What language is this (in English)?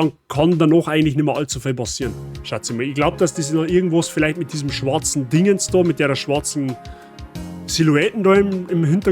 Bavarian